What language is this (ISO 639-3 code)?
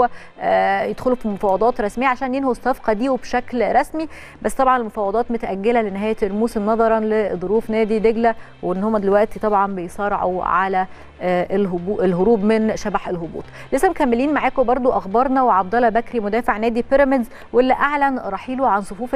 arz